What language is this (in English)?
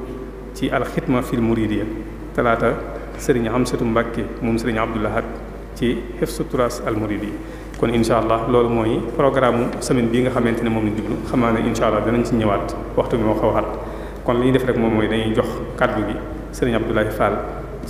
Wolof